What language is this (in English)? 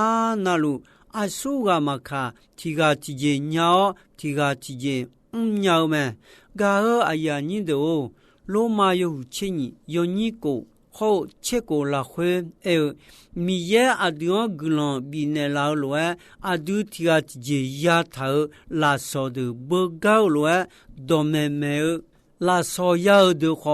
Akha